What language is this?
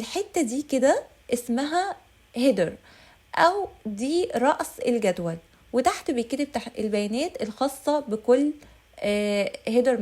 Egyptian Arabic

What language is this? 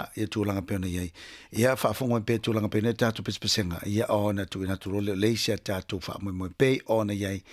Samoan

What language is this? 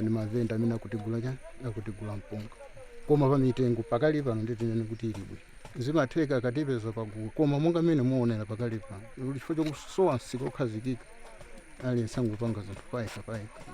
Nyanja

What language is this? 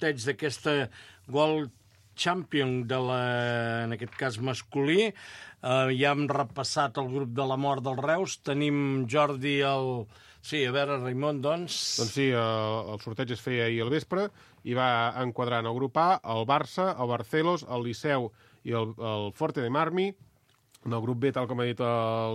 Catalan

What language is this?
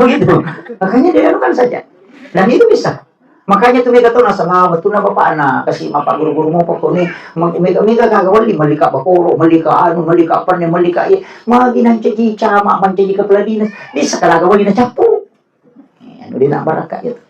Buginese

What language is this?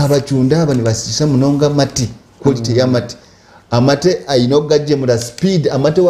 Nyankole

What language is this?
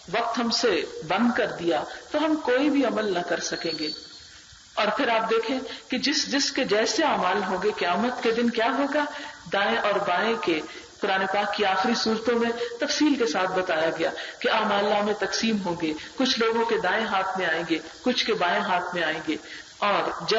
Urdu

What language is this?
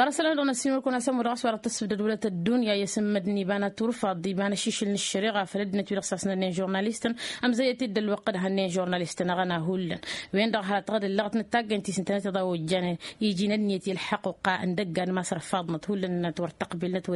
Tamasheq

